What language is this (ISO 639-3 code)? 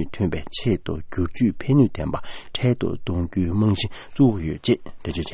bod